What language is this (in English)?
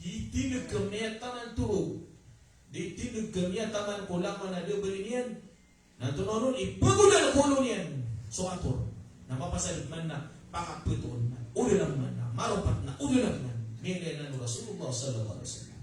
Maranao